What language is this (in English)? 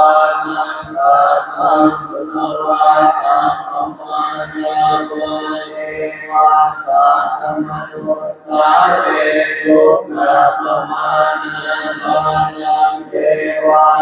Pali